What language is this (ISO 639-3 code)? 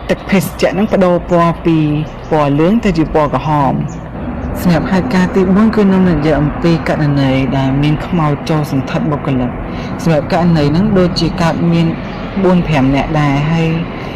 khm